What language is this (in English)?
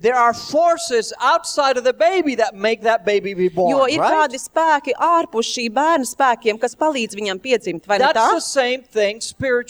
Latvian